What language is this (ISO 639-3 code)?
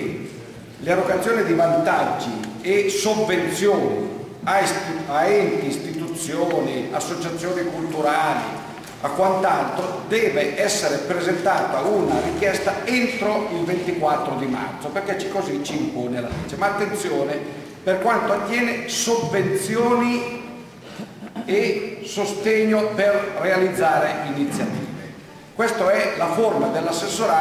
ita